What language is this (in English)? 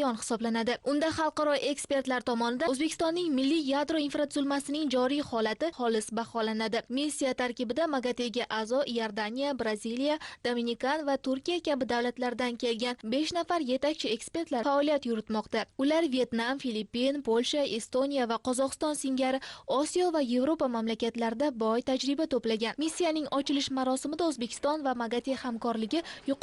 Uzbek